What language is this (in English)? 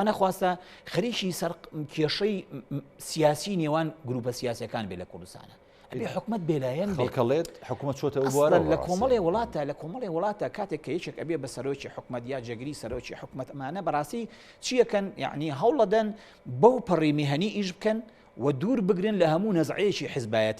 Central Kurdish